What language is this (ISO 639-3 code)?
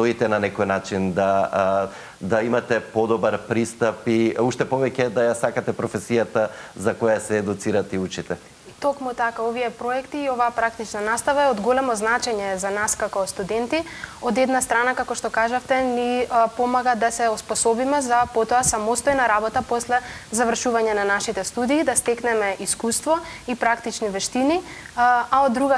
mkd